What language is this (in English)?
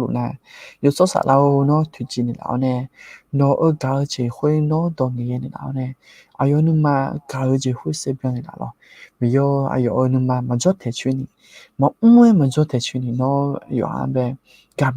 Akha